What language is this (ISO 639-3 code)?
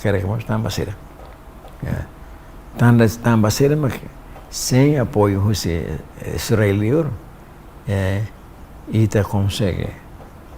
tet